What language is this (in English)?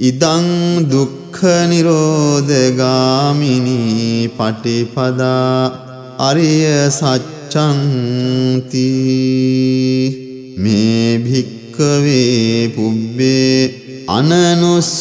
Pali